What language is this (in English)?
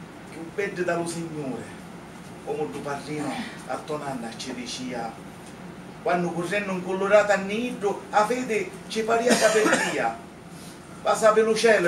Sicilian